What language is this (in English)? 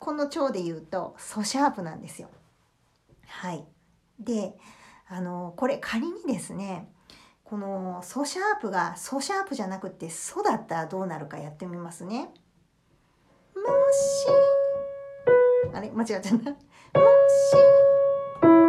Japanese